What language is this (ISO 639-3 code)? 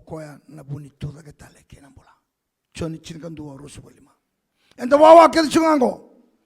fij